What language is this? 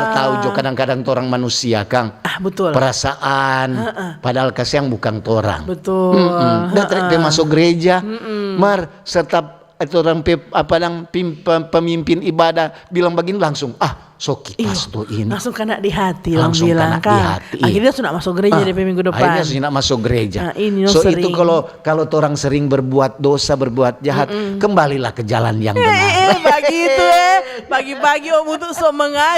Manado Malay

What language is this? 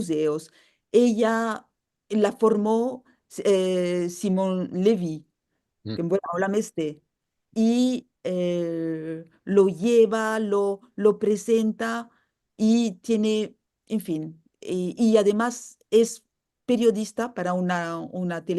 Ladino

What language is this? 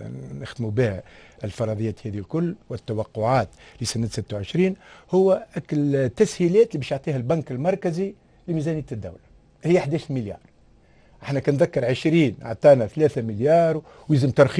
Tunisian Arabic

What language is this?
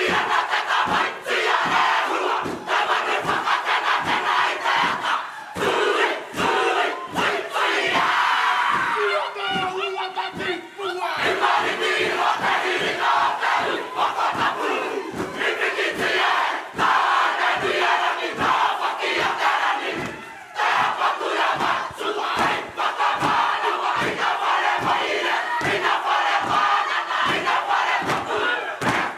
Māori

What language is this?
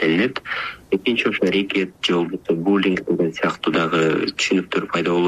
Kyrgyz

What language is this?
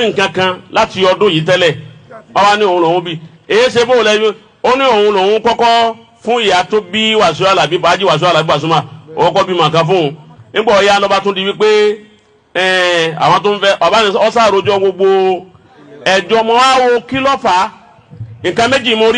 Yoruba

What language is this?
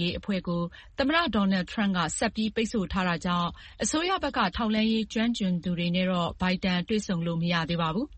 Burmese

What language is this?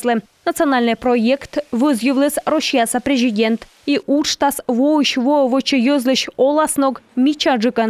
Komi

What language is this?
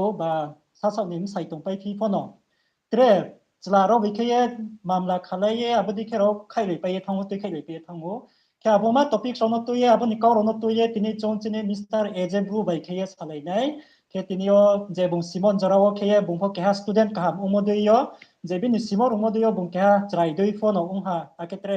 Riang (India)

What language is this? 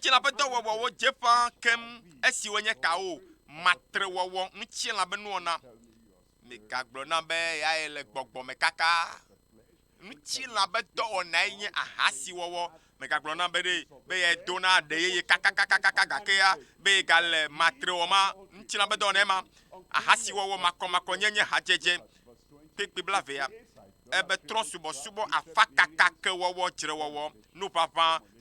Ewe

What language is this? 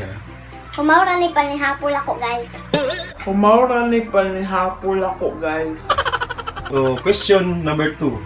Cebuano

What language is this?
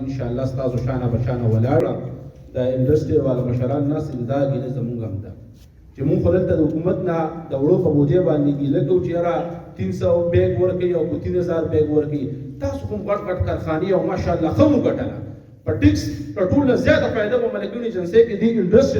Pashto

